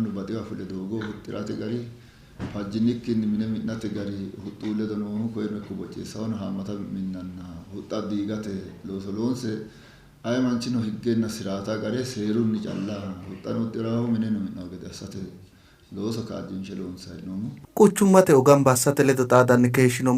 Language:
Sidamo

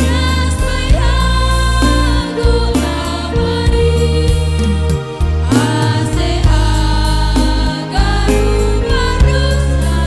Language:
Batak Simalungun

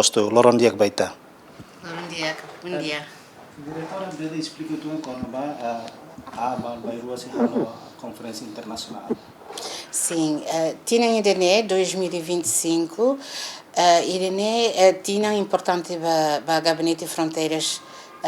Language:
Tetum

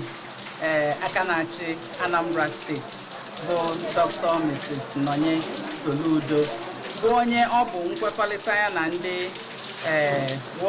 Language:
Igbo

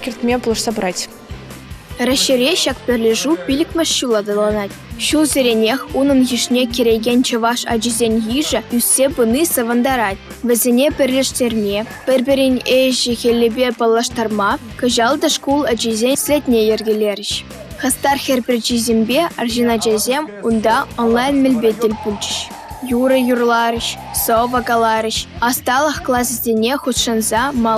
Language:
Chuvash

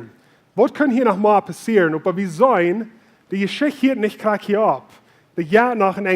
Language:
Plautdietsch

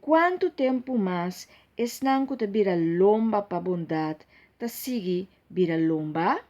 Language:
Papiamento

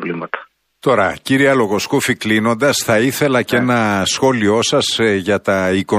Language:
Greek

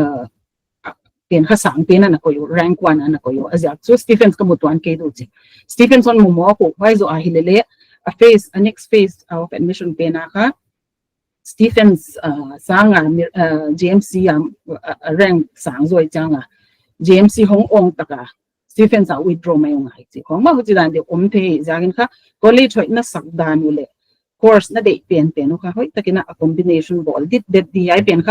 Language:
Paite Chin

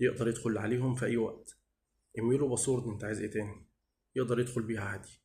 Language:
Egyptian Arabic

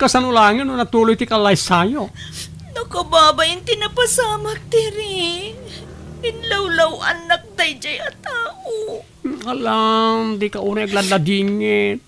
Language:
Iloko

